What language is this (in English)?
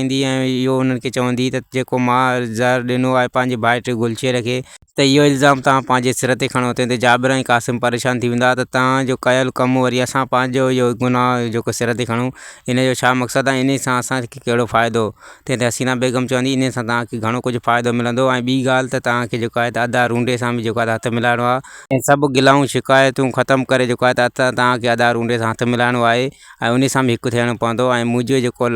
Sindhi